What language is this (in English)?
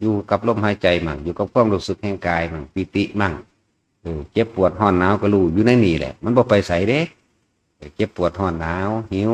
Northeastern Thai